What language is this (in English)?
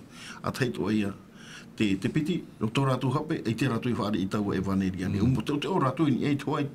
Tahitian